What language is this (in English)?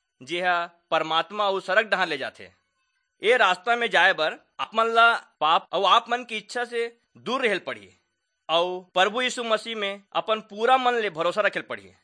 Chhattisgarhi